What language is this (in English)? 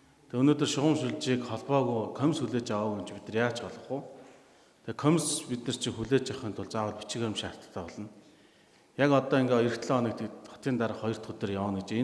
Mongolian